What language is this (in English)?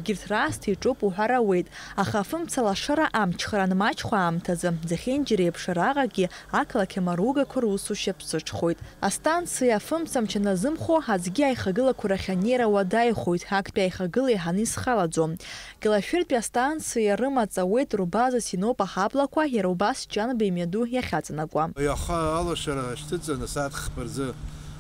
Abkhazian